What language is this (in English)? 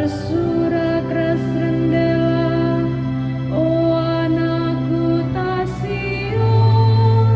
Batak Karo